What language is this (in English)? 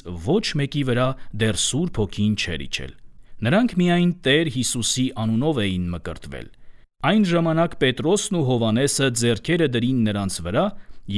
Armenian